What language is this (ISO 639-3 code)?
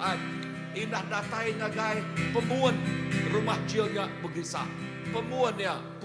iba